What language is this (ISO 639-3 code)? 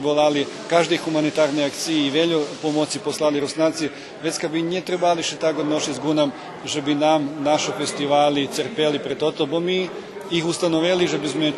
rue